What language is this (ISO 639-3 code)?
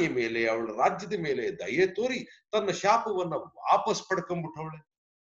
kan